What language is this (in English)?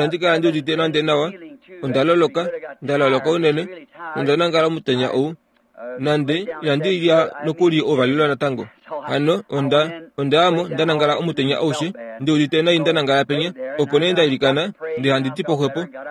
Kuanyama